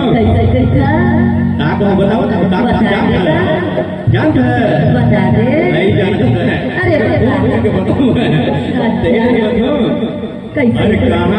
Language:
Chhattisgarhi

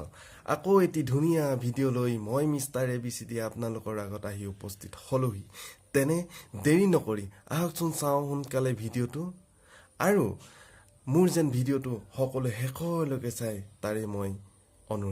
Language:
Assamese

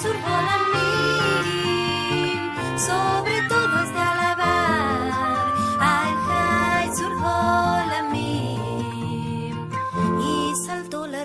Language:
Ladino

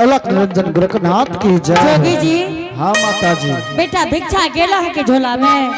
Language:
Angika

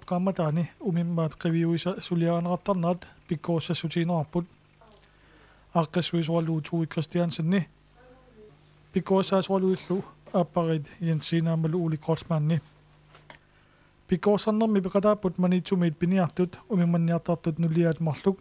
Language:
Kalaallisut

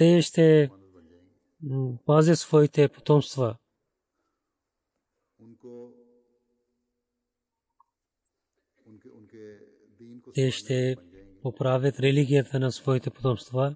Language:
Bulgarian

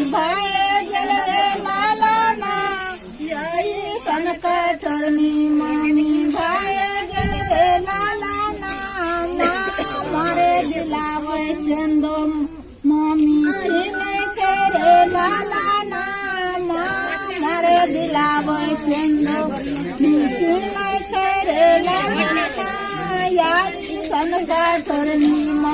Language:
Maithili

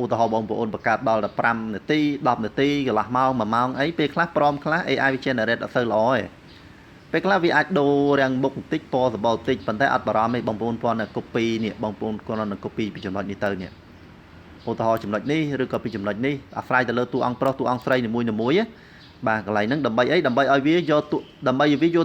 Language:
Khmer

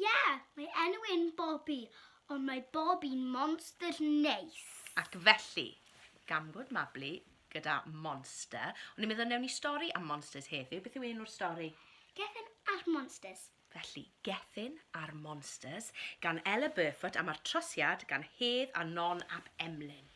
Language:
Welsh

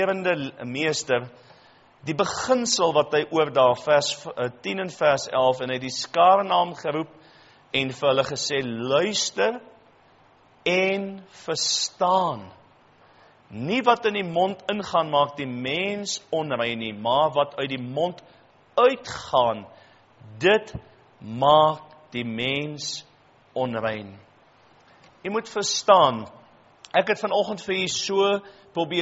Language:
Afrikaans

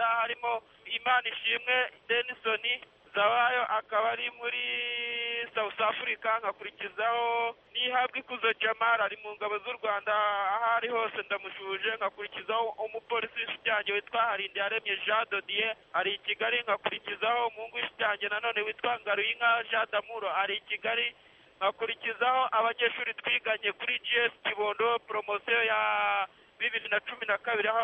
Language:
Kinyarwanda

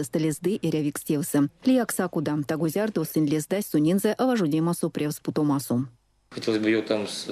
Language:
Erzya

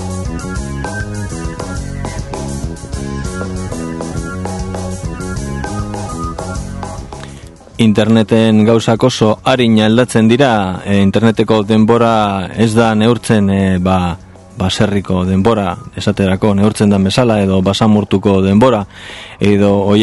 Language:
Basque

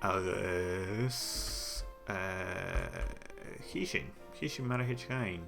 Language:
Scottish Gaelic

